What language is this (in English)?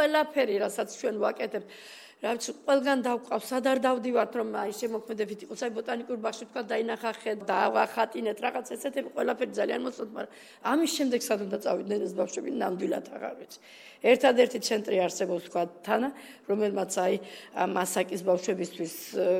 Georgian